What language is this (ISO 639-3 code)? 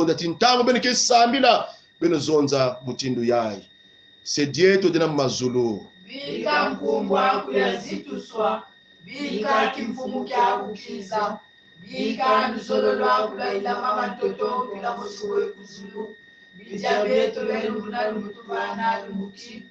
kon